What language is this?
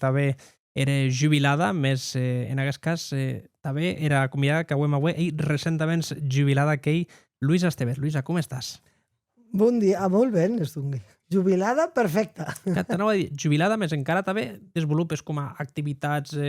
Occitan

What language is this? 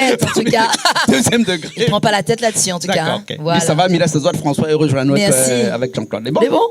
Réunion Creole French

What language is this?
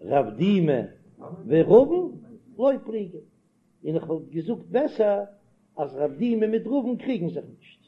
Yiddish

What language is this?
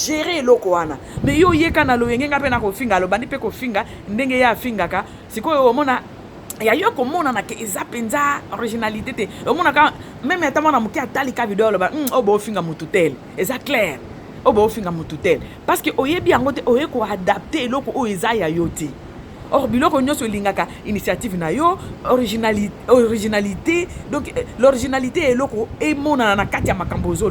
Lingala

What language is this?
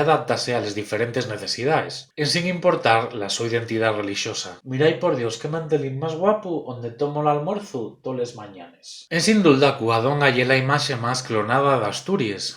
Asturian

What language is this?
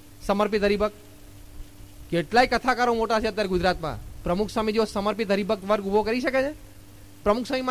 Gujarati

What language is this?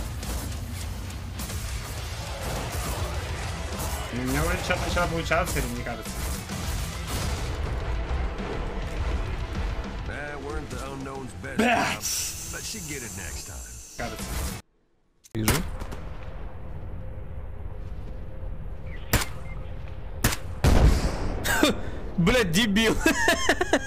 Russian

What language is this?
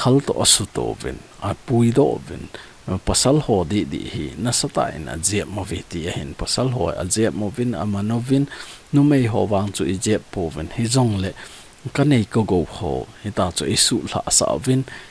Thado Chin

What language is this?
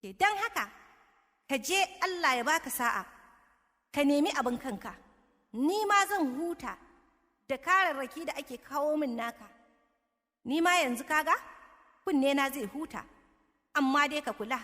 Hausa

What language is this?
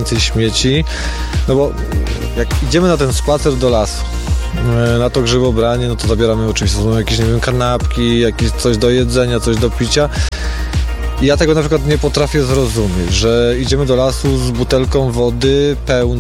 Polish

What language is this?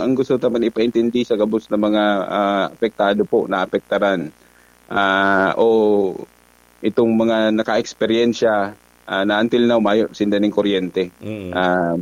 Bikol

